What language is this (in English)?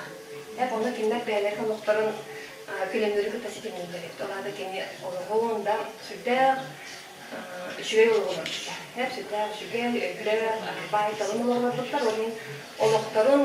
Yakut